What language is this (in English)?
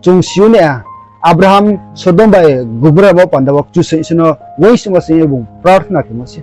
Riang (India)